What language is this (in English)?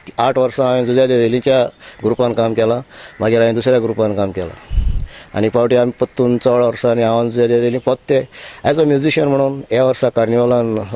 Konkani